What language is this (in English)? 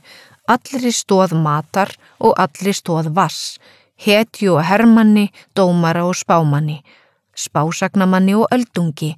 Icelandic